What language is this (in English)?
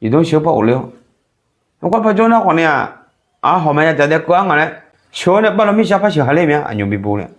Akha